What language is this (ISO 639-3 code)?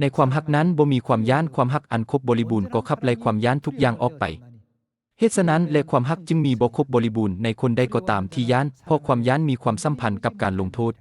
lao